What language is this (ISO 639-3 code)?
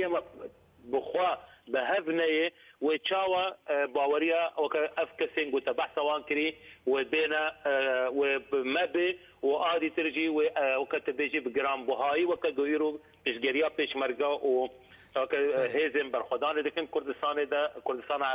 kur